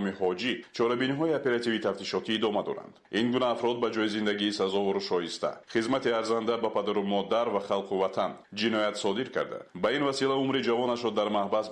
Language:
Tajik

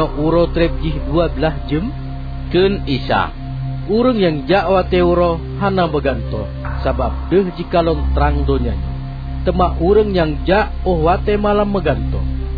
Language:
Achinese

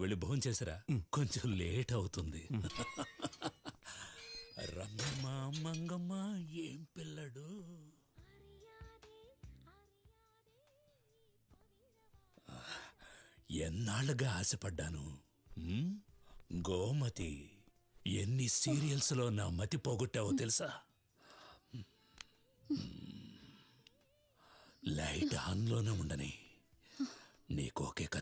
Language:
Telugu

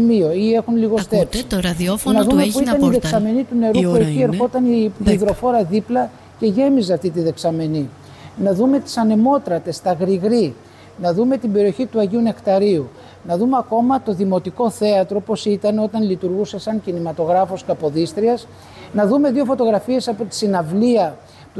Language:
Greek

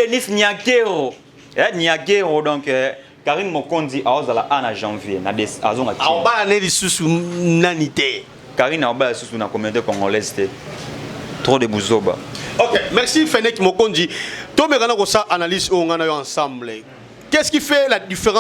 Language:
Lingala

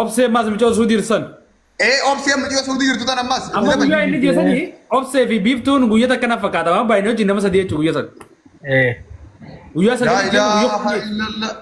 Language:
Oromo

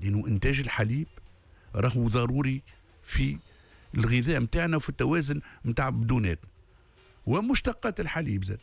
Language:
Tunisian Arabic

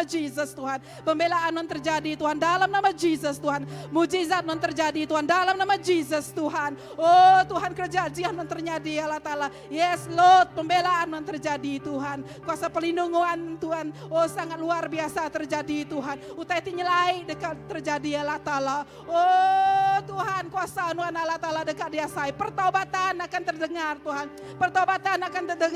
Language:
Iban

